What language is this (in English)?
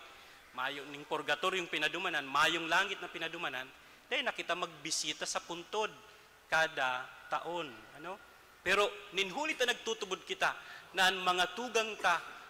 Bikol